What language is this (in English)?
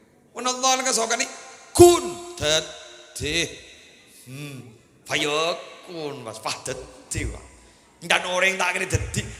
Madurese